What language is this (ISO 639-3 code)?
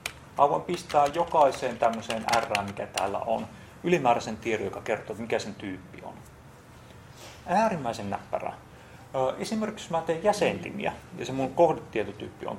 fin